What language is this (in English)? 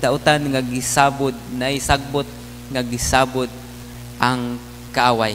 Cebuano